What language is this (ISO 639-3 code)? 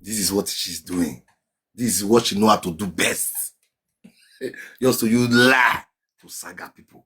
pcm